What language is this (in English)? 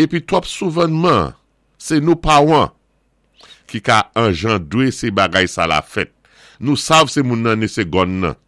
Saint Lucian Creole French